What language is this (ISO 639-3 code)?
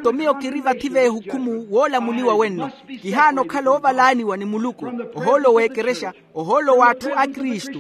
vmw